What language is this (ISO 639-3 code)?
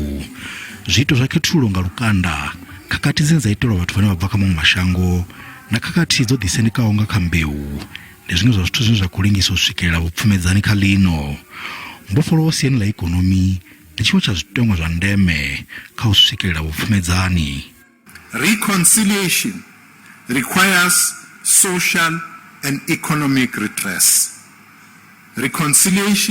ven